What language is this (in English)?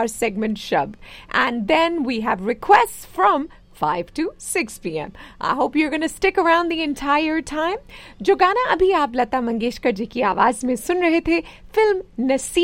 Hindi